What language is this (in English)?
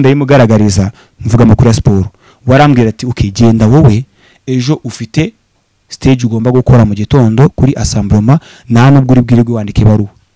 Kinyarwanda